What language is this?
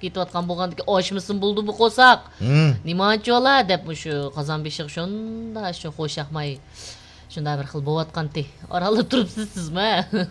Uyghur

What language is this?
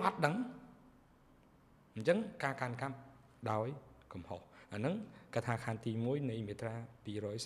Khmer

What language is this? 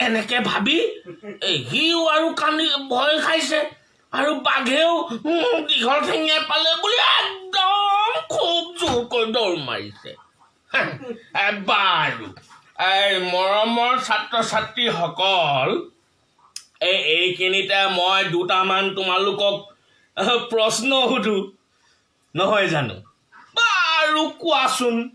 Assamese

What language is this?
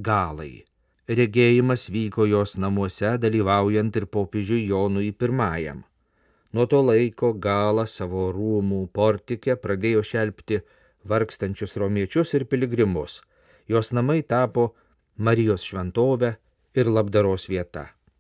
Lithuanian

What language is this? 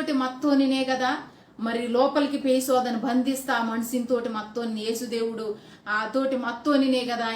Koya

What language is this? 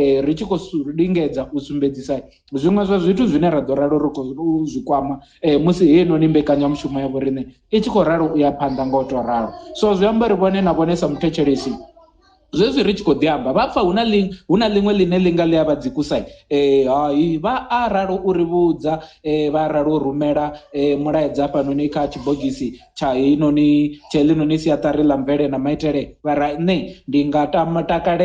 Venda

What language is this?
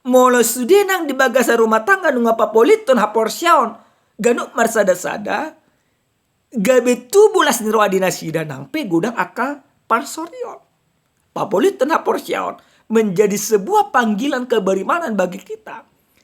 Batak Toba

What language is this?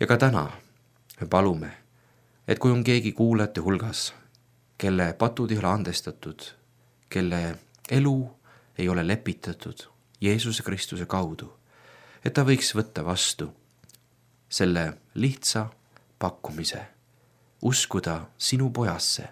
Estonian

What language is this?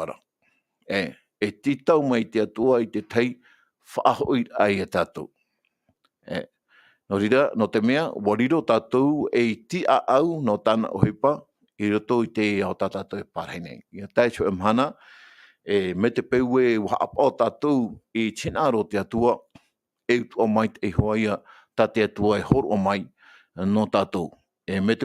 Tahitian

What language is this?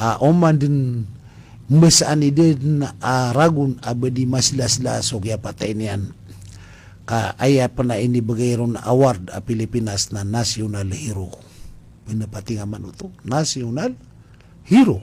Maranao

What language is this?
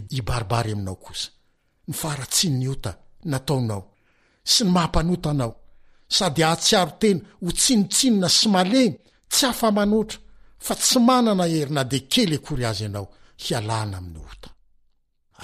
Malagasy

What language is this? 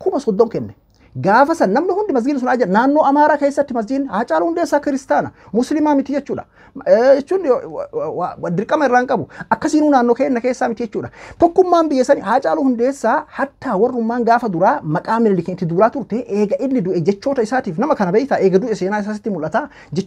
Oromo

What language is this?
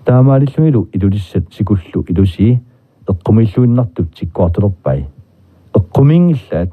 Kalaallisut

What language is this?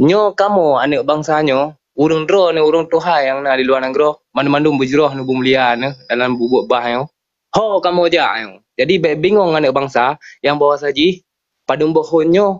Achinese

